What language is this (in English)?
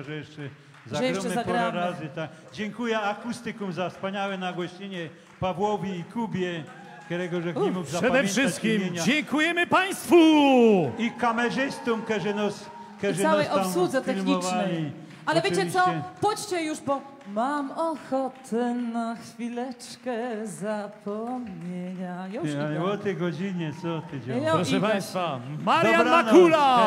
Silesian